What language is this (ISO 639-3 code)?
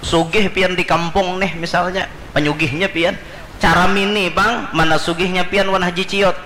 bjn